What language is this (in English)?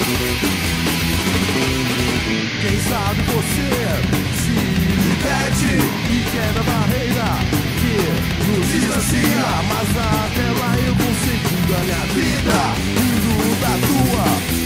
Portuguese